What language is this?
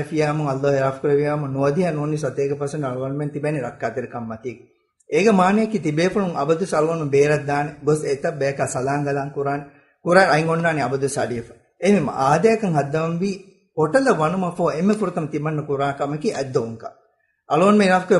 Divehi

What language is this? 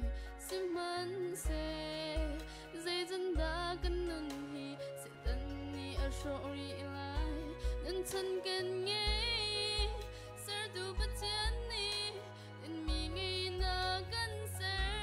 Hakha Chin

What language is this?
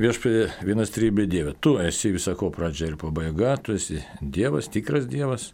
Lithuanian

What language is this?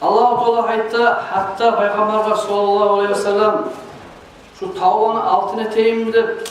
Kumyk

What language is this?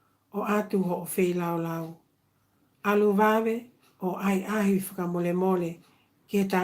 Tongan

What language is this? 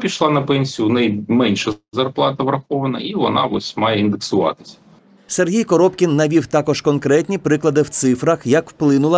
Ukrainian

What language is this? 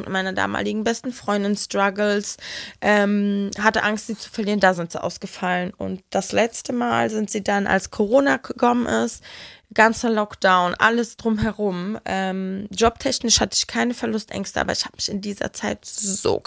German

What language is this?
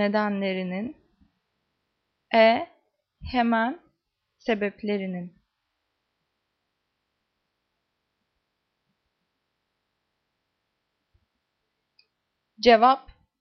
Turkish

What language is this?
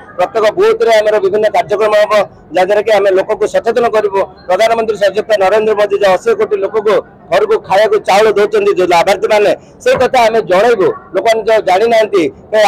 Odia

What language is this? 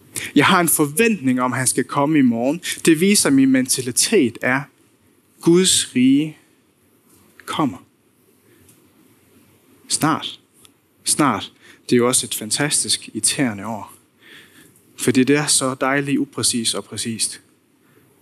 Danish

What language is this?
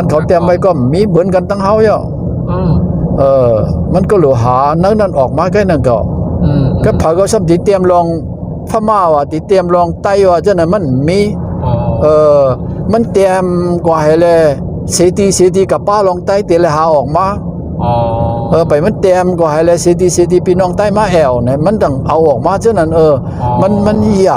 Shan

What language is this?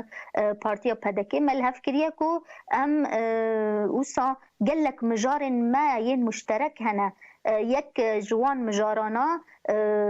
Kurdish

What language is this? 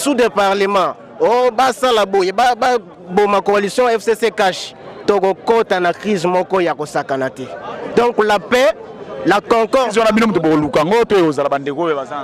Lingala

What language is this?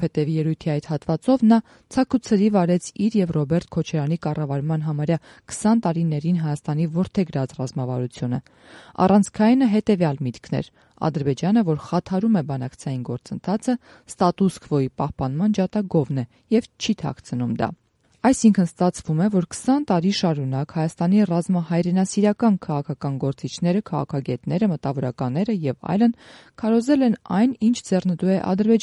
Armenian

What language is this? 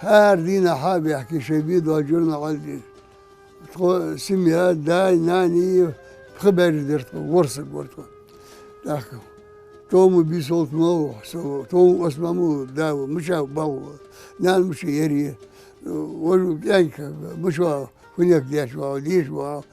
Ingush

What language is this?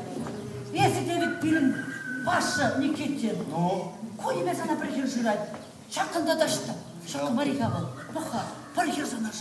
Chuvash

